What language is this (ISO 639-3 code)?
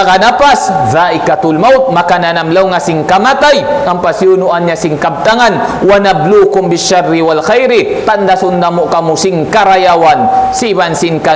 tsg